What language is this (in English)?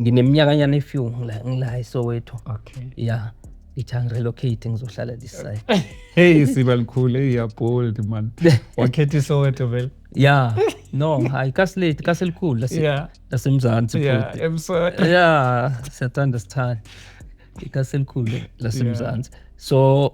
Zulu